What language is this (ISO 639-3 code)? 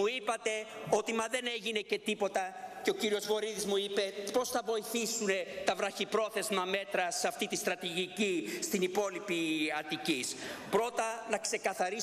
ell